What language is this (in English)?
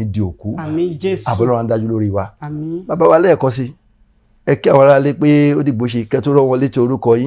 Yoruba